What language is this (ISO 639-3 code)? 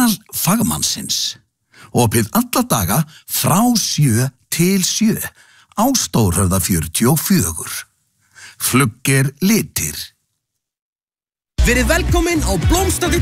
isl